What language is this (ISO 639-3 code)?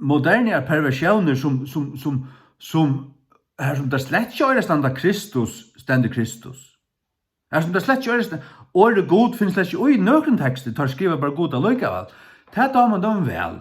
fao